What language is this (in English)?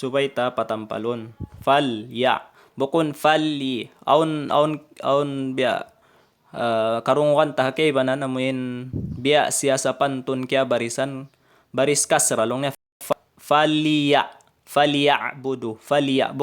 Tausug